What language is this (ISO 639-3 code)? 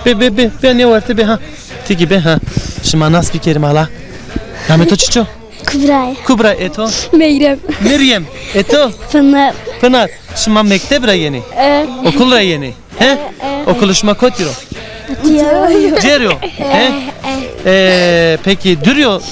zza